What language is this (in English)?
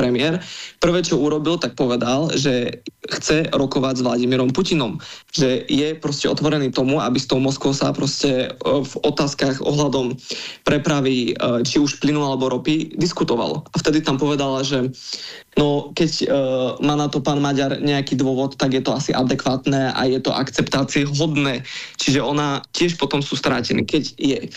Slovak